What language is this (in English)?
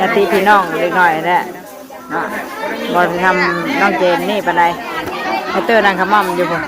Northeastern Thai